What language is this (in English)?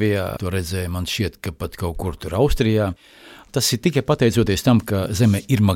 Latvian